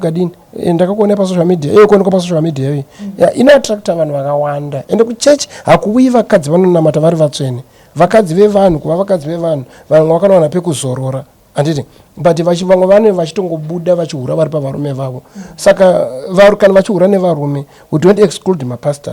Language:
Shona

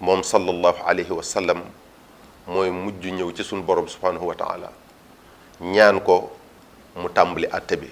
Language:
Wolof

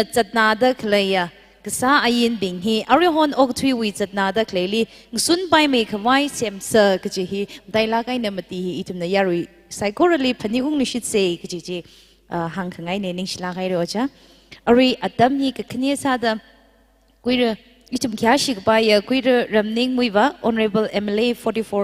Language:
Tangkhul Naga (India)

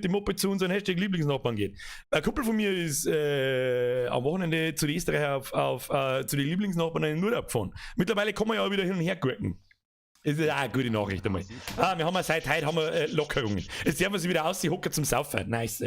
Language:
Bavarian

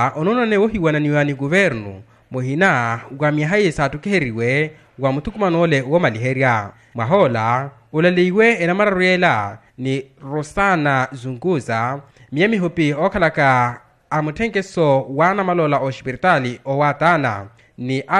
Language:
Makhuwa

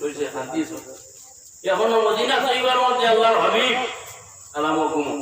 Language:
Sylheti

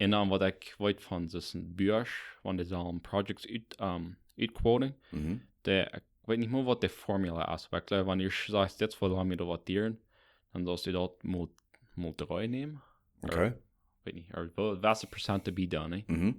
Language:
Plautdietsch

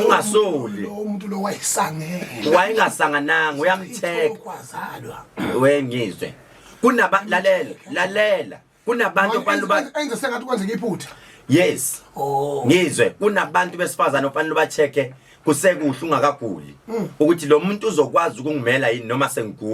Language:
Zulu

